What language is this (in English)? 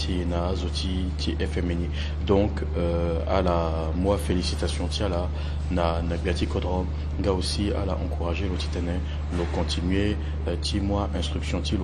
Sango